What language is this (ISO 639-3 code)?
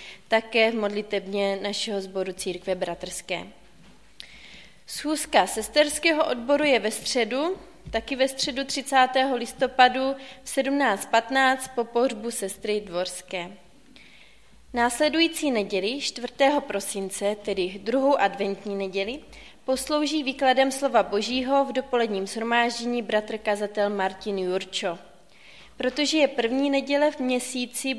ces